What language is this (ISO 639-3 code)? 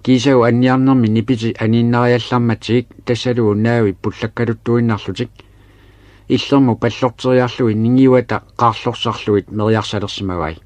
kal